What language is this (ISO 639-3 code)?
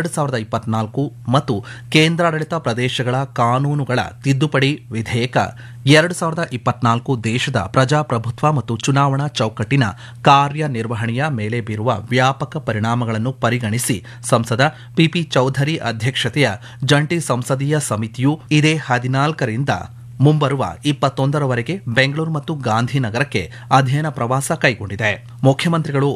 kan